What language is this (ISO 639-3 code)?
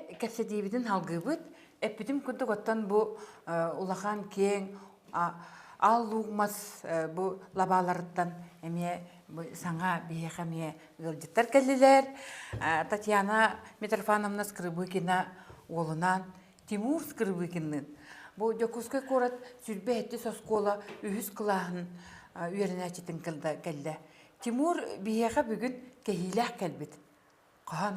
sah